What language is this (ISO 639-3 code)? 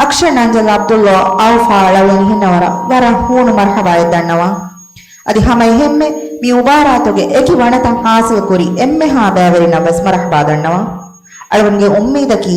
div